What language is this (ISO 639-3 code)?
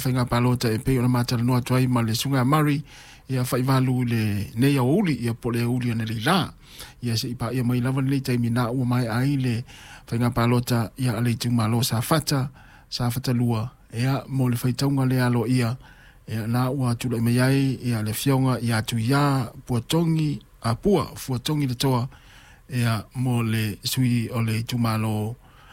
smo